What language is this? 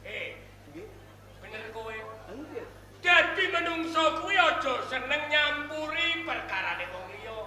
Javanese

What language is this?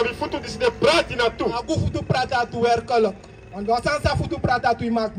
Sranan Tongo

